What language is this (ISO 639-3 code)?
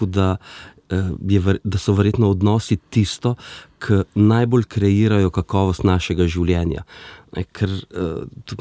slv